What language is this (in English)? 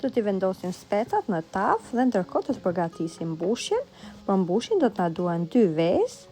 Albanian